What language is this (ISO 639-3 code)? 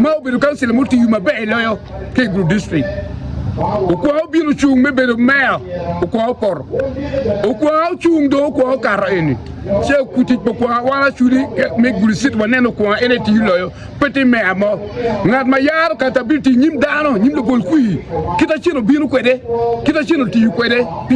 ach